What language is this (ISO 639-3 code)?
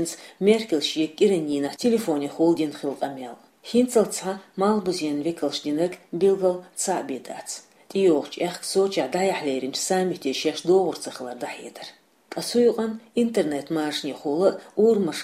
che